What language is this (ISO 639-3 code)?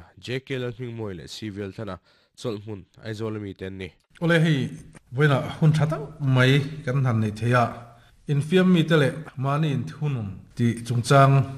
lus